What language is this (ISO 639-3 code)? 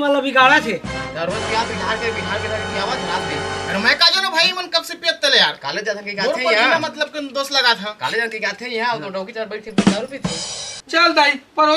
hne